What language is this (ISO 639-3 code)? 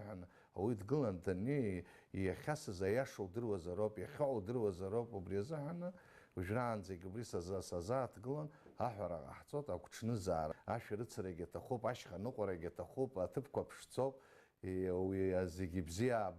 abk